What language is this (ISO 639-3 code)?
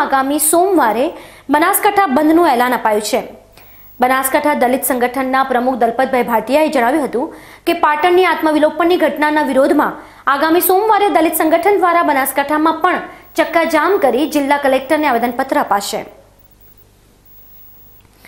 guj